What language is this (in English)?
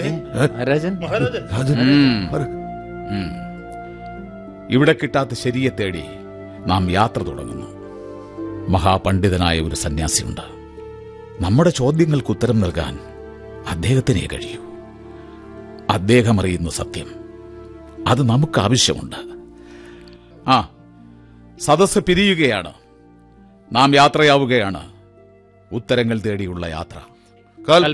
Malayalam